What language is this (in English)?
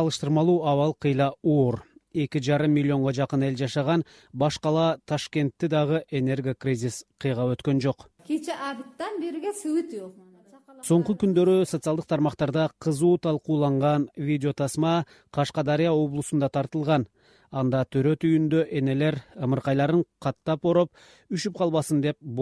Kyrgyz